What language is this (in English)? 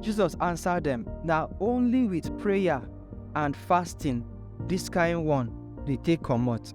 Nigerian Pidgin